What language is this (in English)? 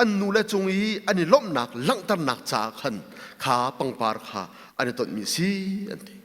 Hakha Chin